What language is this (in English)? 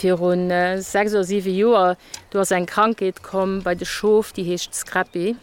Luxembourgish